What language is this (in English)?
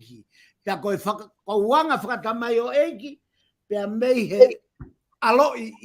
Tongan